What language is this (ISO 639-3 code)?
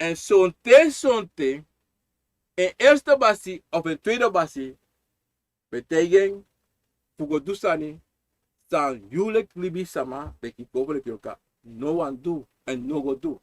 srn